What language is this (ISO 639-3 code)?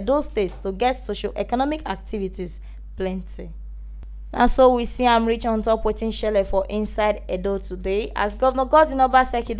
pcm